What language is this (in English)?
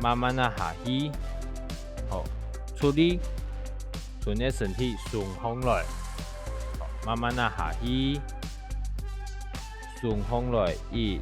Hakka Chinese